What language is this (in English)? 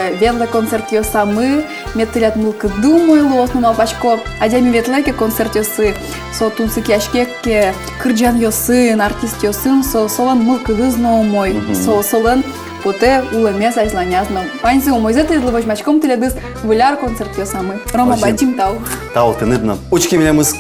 Udmurt